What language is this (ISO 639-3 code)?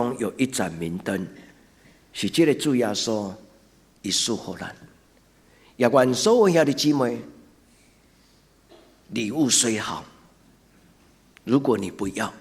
nan